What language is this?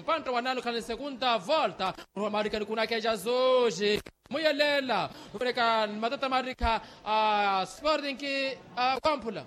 Makhuwa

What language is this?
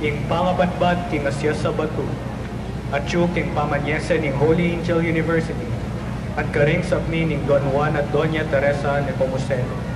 Pampanga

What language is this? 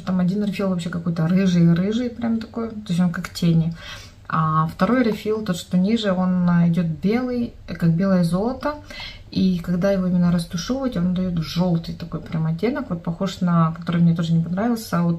Russian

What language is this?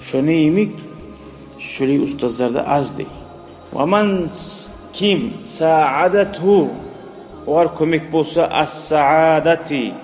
Kumyk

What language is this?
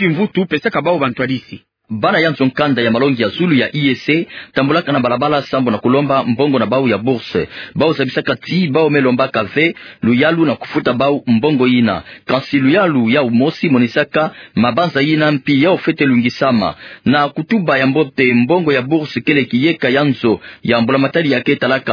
Kituba (Democratic Republic of Congo)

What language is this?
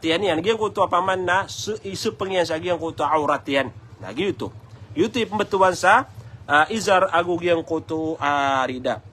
Maranao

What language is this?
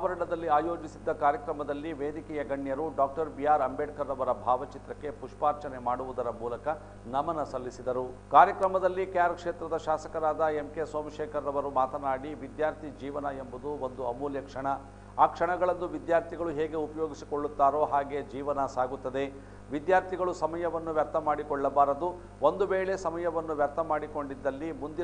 Kannada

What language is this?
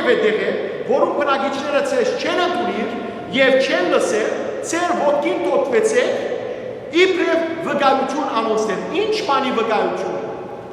Western Armenian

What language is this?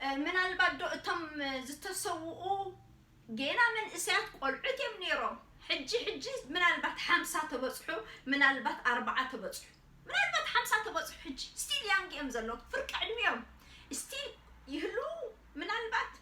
Tigrinya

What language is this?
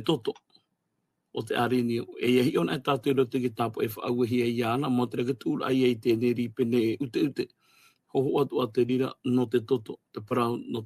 Tahitian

